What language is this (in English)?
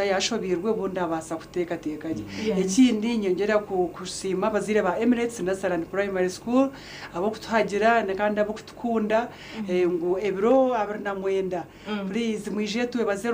Nyankole